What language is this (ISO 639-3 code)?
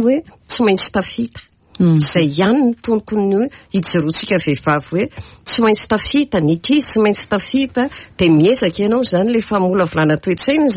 mlg